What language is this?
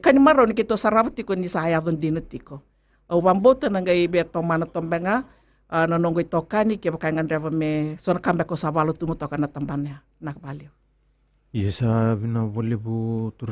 Fijian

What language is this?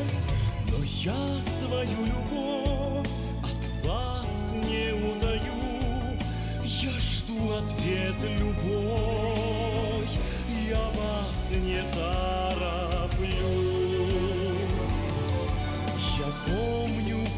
Russian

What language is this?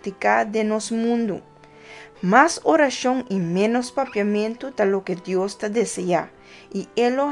Papiamento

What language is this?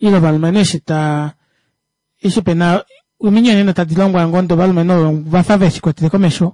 Kuanyama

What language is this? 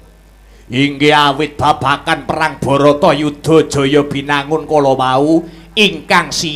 Javanese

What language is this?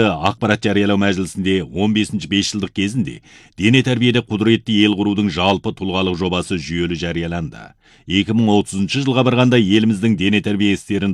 Kazakh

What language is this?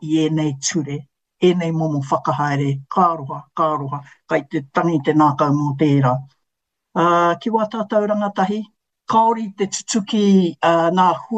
Māori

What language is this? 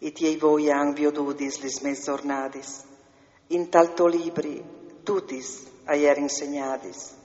Friulian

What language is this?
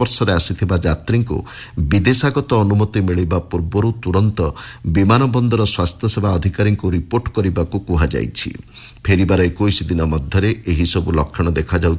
Odia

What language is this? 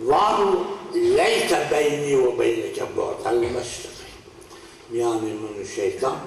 Zaza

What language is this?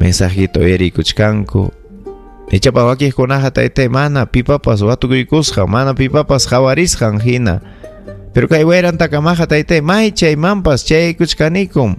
Ayacucho Quechua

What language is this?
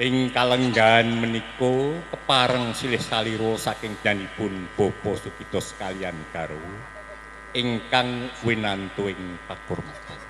Javanese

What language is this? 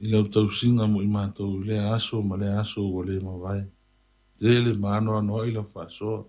Samoan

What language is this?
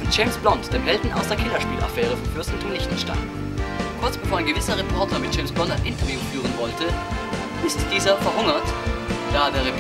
Swiss German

